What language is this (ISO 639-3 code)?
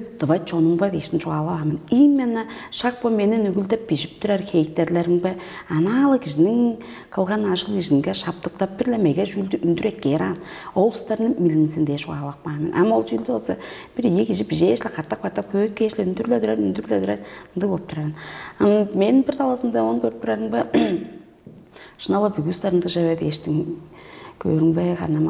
tyv